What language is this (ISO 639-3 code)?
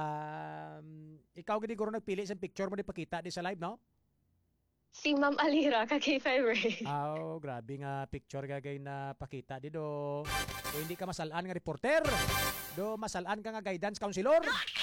hil